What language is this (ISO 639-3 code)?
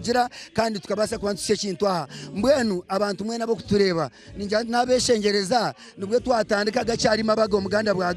nyn